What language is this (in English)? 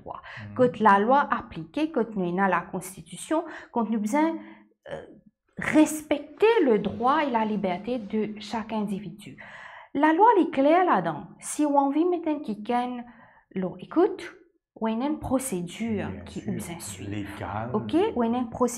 Morisyen